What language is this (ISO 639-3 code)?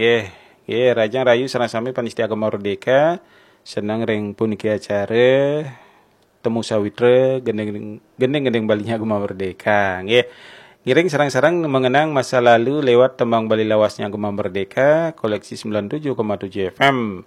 ban